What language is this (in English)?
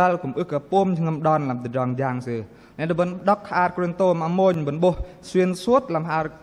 Bahnar